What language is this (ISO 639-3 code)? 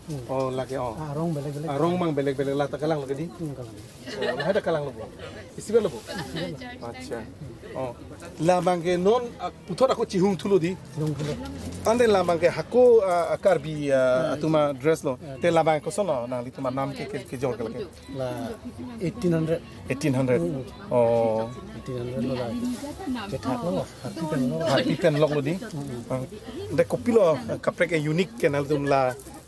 mjw